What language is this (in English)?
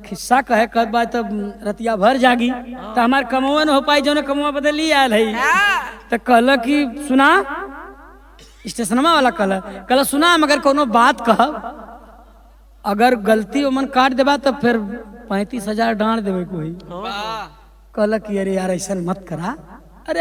Bhojpuri